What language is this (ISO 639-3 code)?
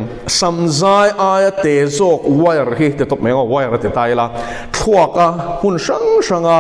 lus